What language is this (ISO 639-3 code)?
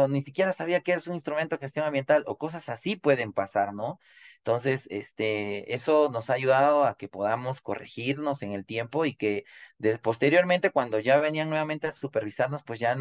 spa